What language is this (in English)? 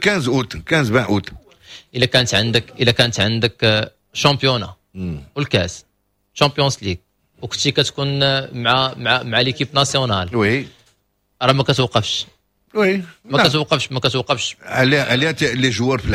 Moroccan Arabic